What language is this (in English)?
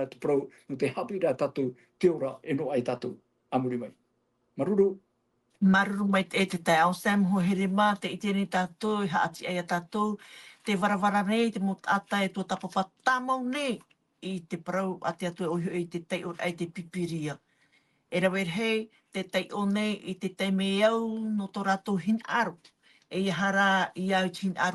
Tahitian